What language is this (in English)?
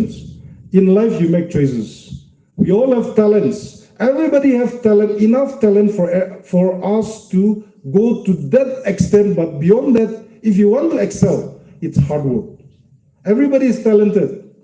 Yimchungru Naga